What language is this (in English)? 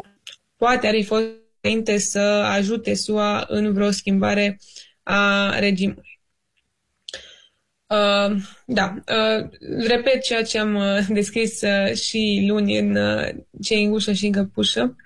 Romanian